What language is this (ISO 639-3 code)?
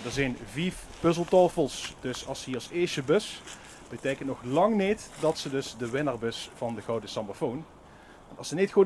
lim